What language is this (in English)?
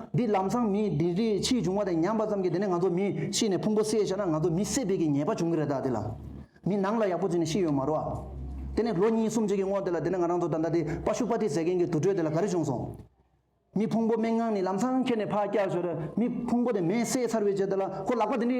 Tibetan